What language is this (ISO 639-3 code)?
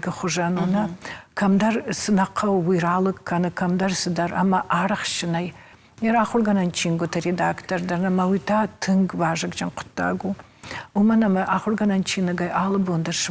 oss